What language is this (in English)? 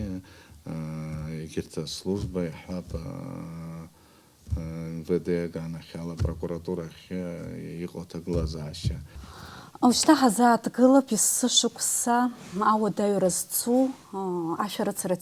Abkhazian